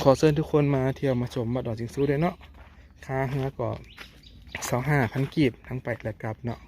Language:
Lao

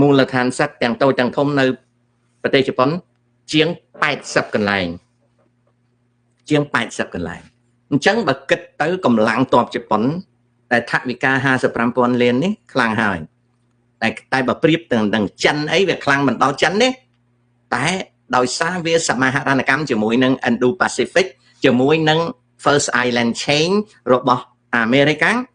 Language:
Khmer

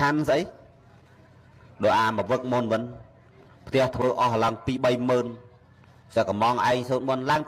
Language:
Khmer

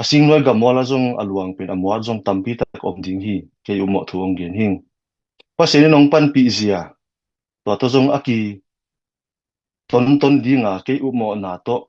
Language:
Tedim Chin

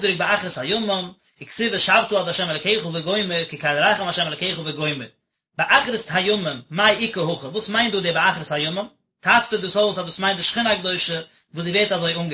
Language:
Yiddish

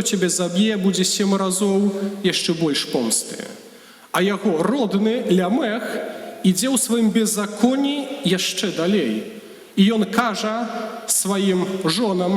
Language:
Belarusian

